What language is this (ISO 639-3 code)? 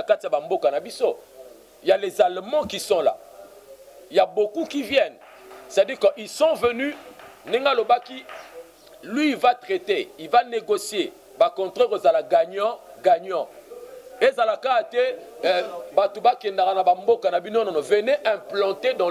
lin